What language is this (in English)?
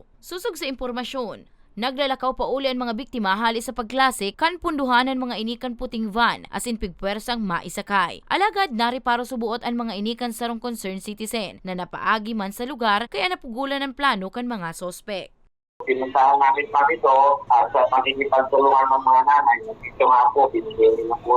Bikol